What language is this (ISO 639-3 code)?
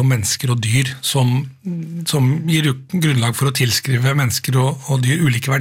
nor